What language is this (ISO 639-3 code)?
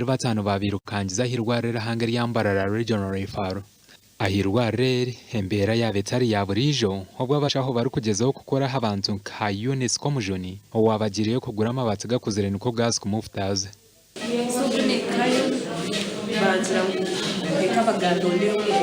nyn